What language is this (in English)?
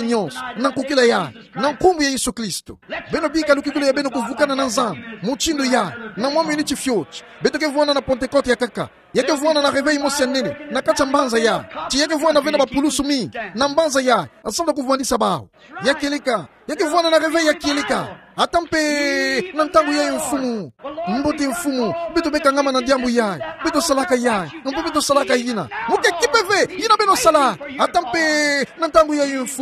Kituba (Democratic Republic of Congo)